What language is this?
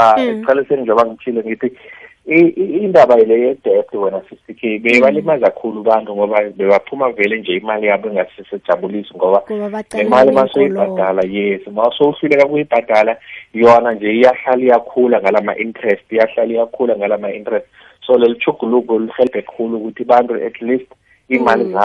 South Ndebele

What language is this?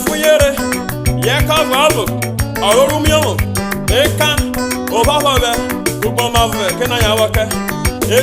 Urhobo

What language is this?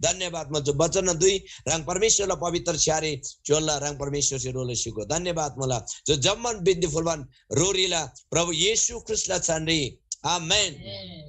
Eastern Tamang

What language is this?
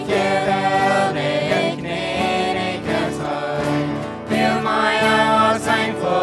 Plautdietsch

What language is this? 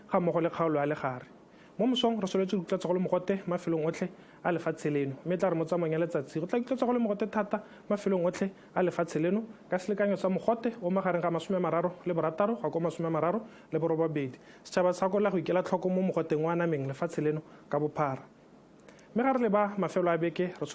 Tswana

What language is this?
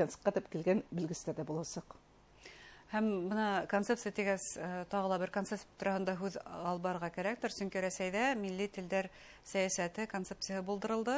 Bashkir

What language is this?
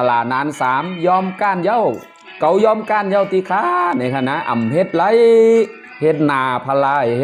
Shan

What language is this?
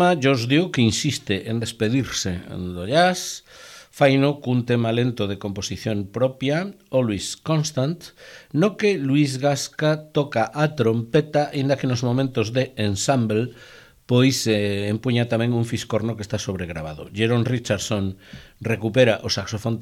Galician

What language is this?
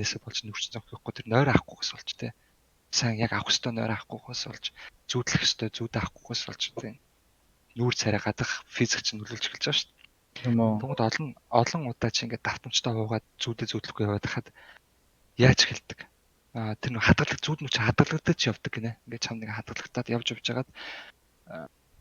Mongolian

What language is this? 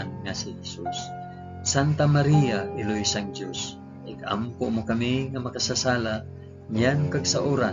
Hiligaynon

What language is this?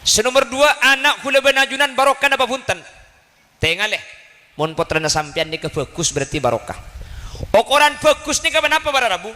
Madurese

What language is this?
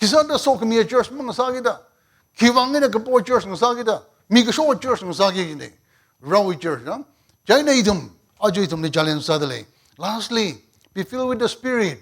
Tangkhul Naga (India)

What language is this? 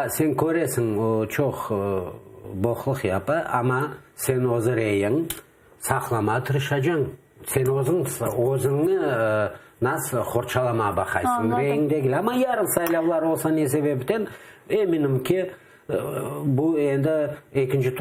Crimean Tatar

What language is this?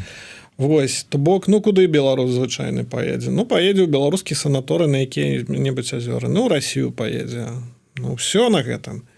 Belarusian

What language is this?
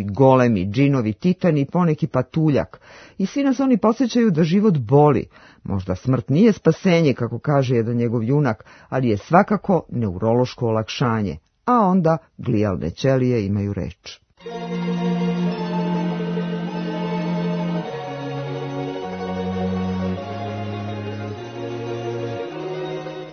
Serbian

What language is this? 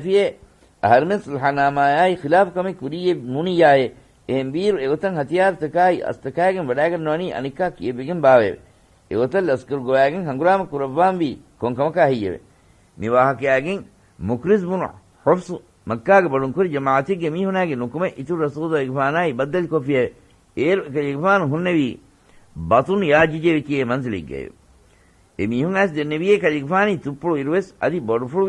Divehi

